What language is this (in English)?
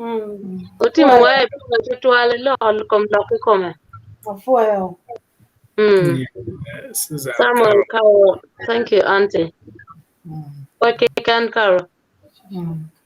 Acoli